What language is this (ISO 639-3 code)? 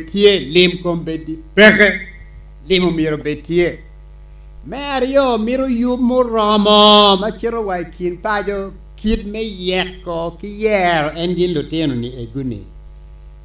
ach